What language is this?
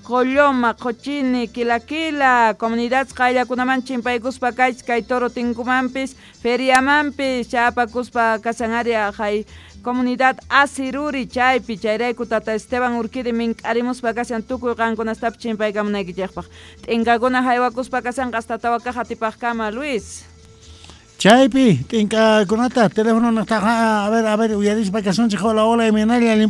Quechua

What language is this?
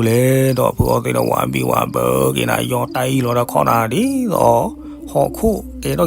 S'gaw Karen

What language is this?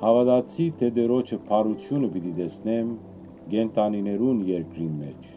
Western Armenian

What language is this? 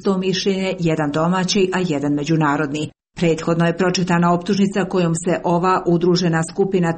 Croatian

